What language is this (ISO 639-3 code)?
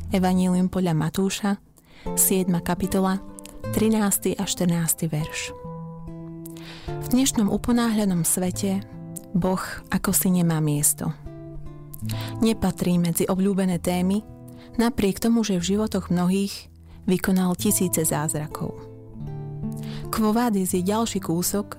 slk